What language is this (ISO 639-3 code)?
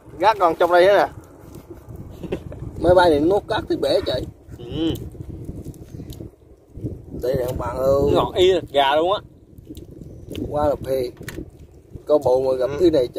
vie